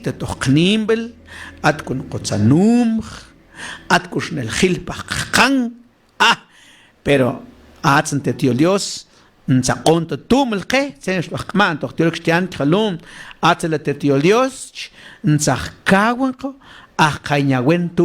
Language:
Mam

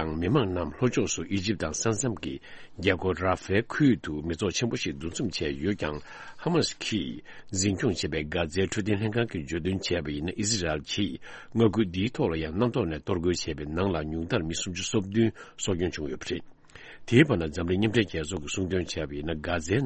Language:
Tibetan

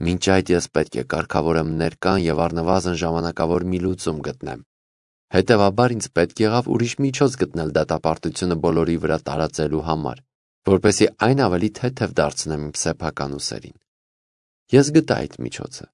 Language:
Armenian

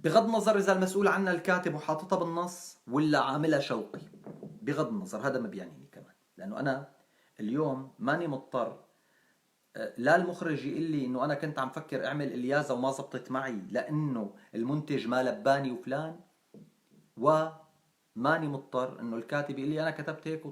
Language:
North Levantine Arabic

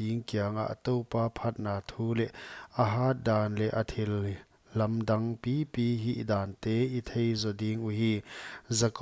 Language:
Paite Chin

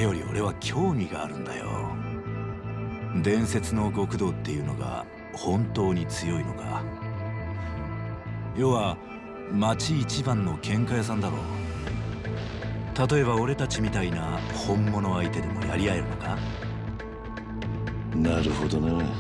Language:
Japanese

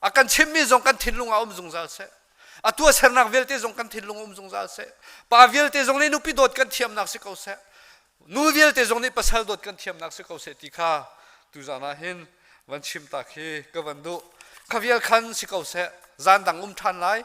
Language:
Hakha Chin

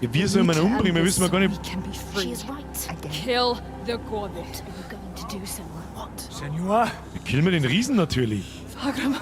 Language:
Bavarian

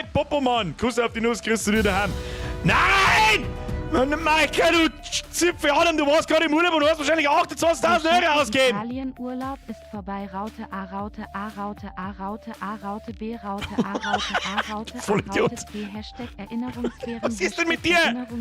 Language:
Bavarian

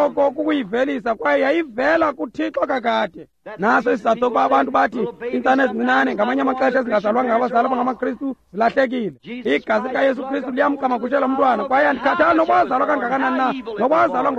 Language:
Xhosa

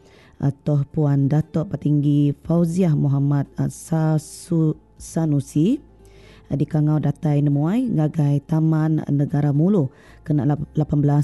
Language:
Iban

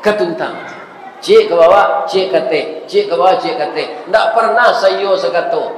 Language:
Minangkabau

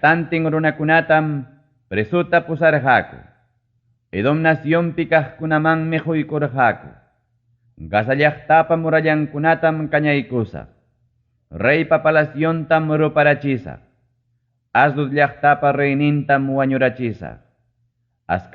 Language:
Ayacucho Quechua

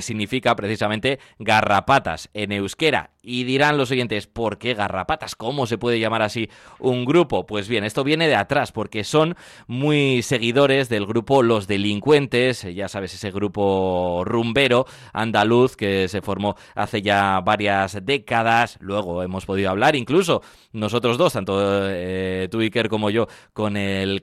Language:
Spanish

